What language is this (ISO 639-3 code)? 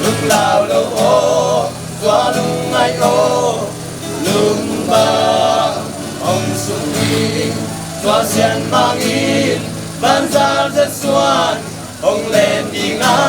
ctd